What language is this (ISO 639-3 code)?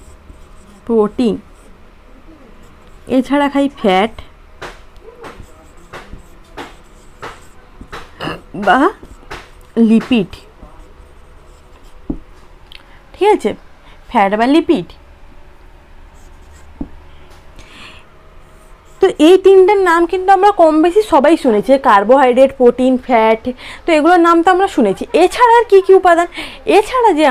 ben